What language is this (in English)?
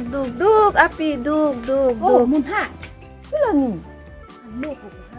Karbi